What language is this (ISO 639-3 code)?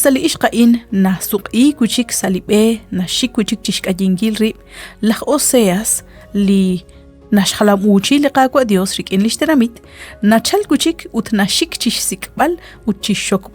kek